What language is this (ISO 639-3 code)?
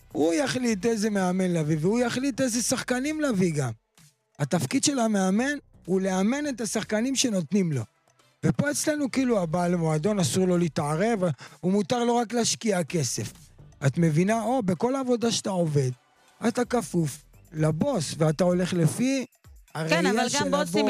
heb